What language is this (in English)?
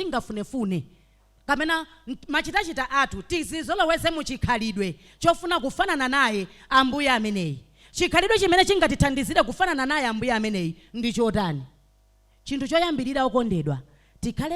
Nyanja